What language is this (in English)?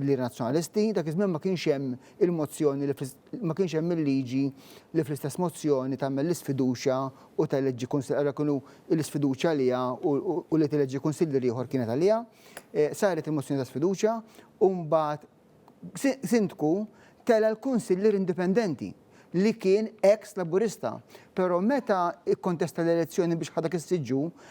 Maltese